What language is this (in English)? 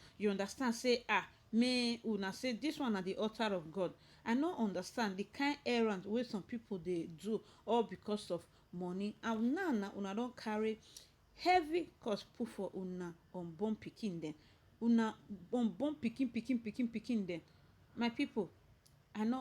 Nigerian Pidgin